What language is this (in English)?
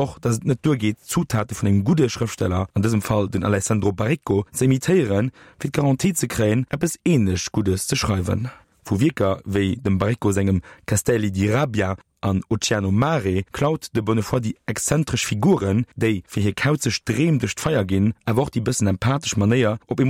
Luxembourgish